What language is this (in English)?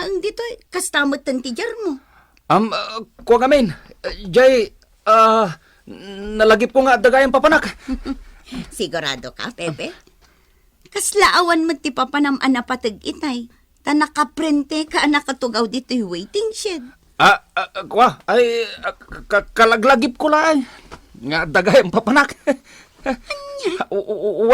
Iloko